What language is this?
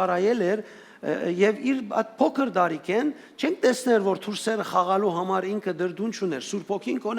Western Armenian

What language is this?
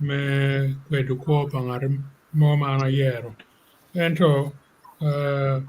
Acoli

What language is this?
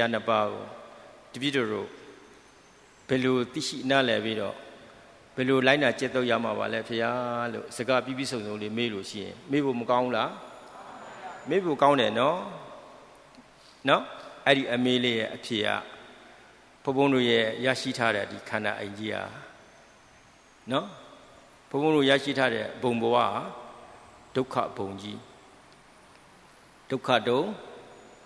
Burmese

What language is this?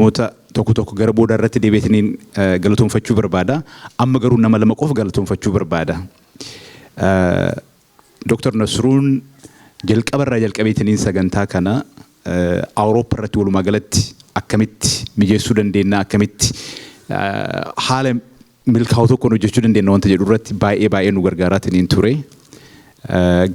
Oromo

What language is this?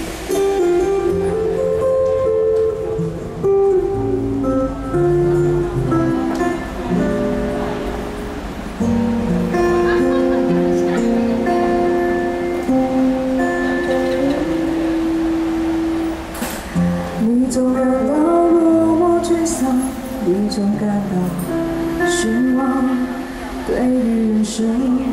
Chinese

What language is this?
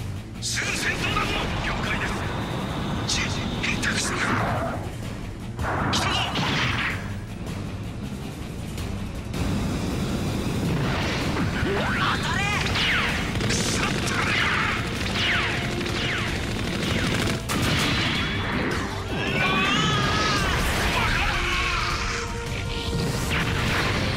Japanese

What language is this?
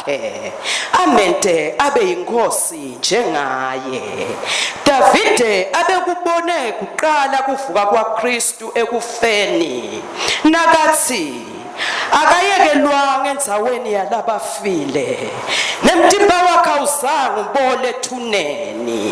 Swati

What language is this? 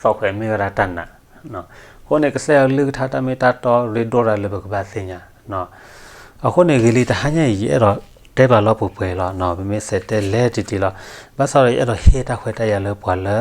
S'gaw Karen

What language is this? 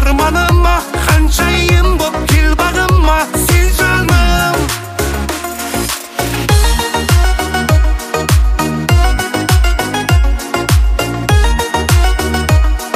Kazakh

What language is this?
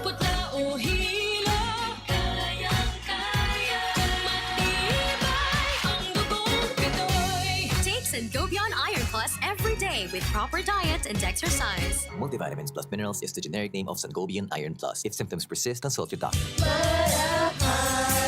Bikol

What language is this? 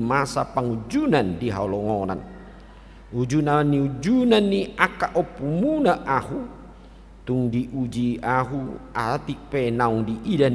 Batak Toba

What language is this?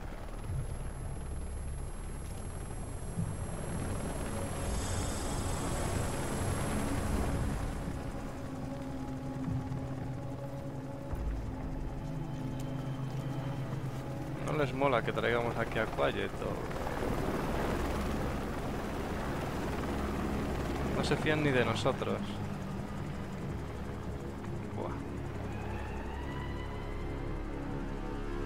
Spanish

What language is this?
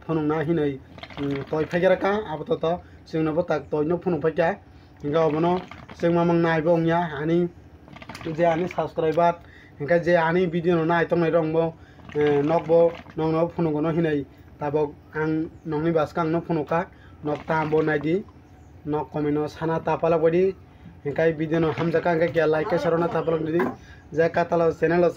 Kok Borok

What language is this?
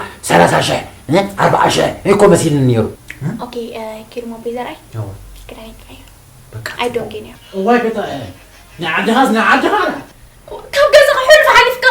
Tigrinya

